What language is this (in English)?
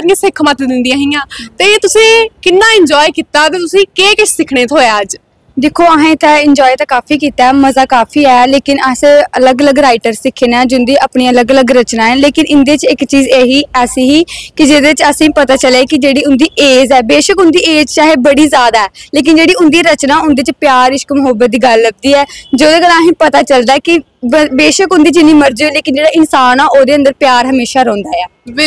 Dogri